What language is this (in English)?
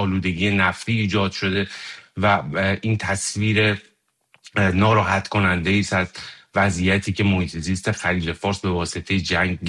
Persian